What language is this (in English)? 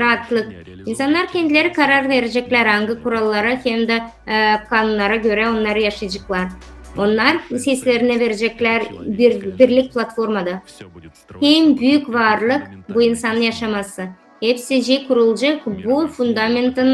Gagauz